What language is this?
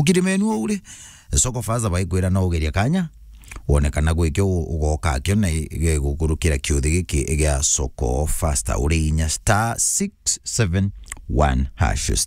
Meru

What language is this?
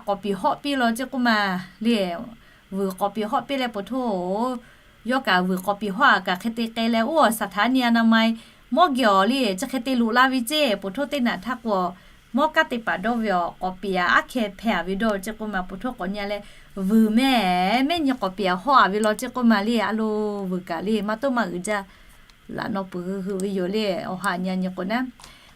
Lahu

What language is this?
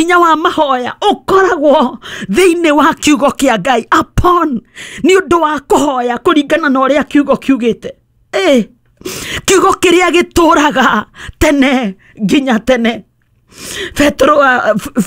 Kikuyu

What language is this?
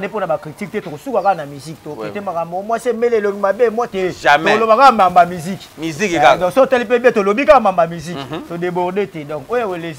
Lingala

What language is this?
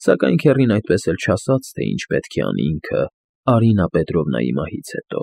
Armenian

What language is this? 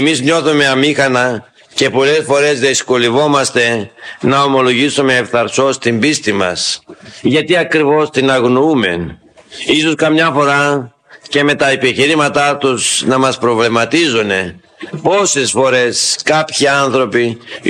Greek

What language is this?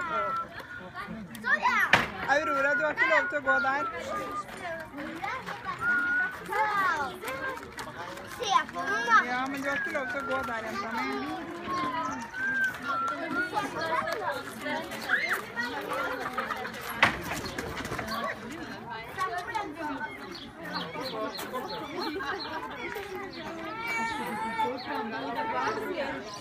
Norwegian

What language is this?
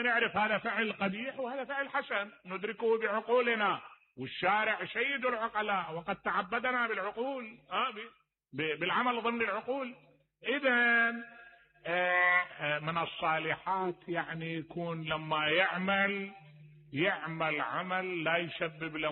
Mesopotamian Arabic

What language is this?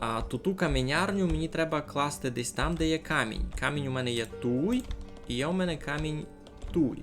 Rusyn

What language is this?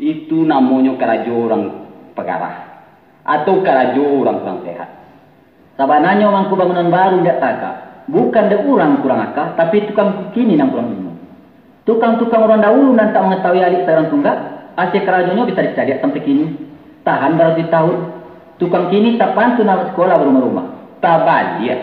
Minangkabau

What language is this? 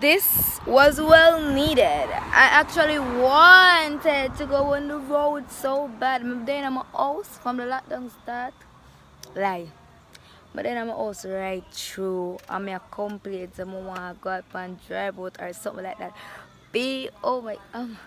Jamaican Creole English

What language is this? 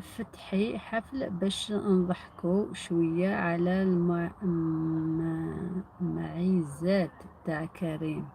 Algerian Arabic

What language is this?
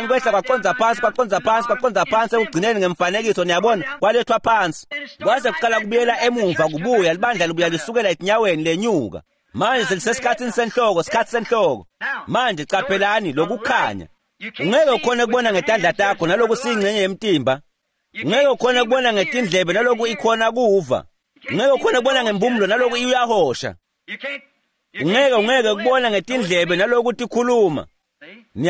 Swati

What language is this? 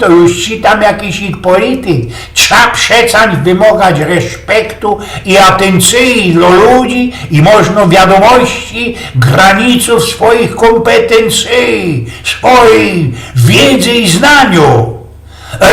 Silesian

